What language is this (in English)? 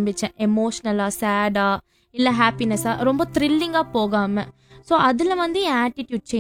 Tamil